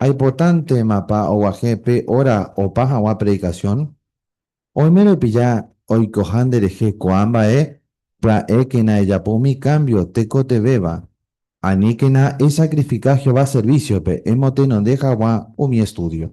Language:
Guarani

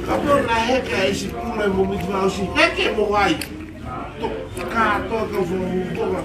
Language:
Tongan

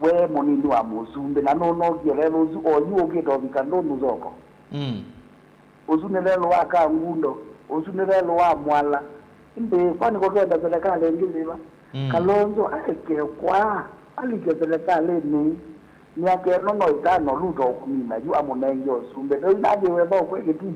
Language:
Kamba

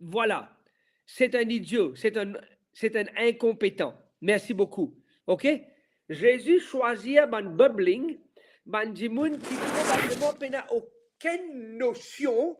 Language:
Morisyen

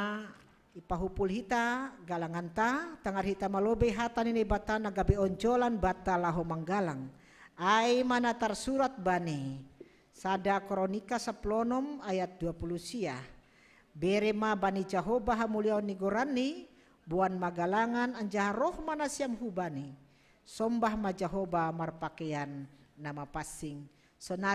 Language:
Batak Simalungun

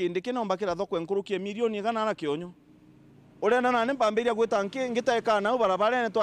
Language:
Meru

